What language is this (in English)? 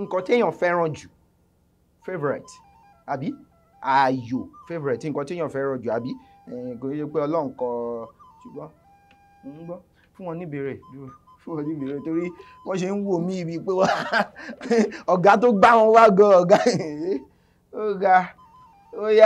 Yoruba